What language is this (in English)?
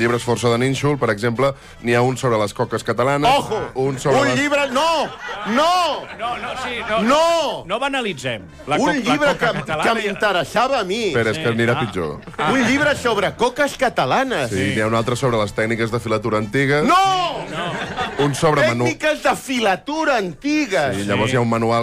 Catalan